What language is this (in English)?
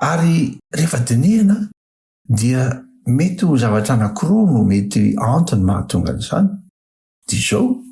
Malagasy